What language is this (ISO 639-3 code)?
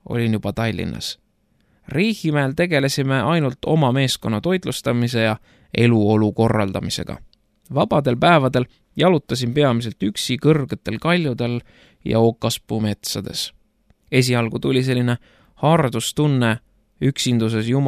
est